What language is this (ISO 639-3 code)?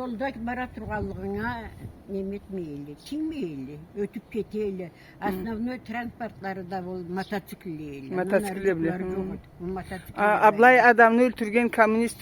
krc